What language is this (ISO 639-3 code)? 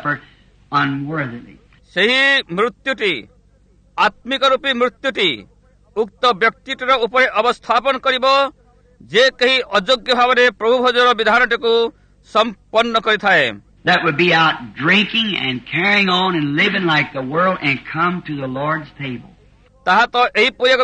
ori